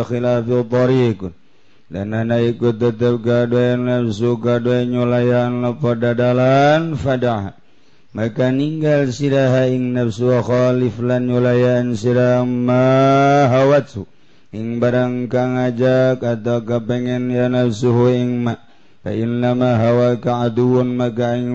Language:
Sundanese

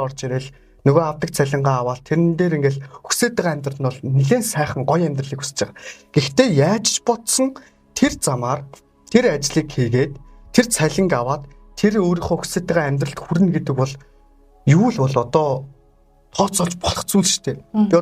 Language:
Mongolian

